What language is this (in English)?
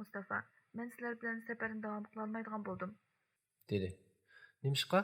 Uyghur